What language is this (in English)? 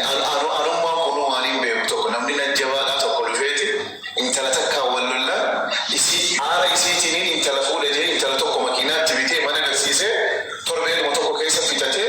Oromo